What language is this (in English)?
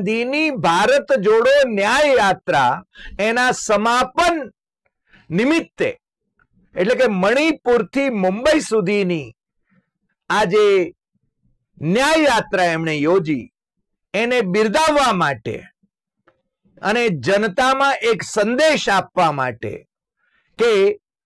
Gujarati